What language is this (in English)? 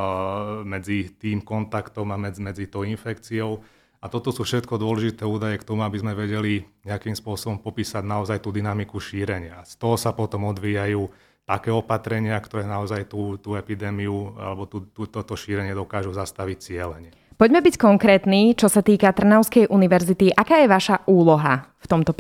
Slovak